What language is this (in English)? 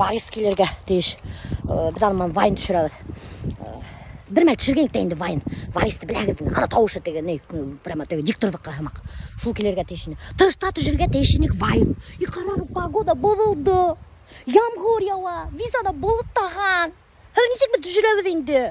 Bashkir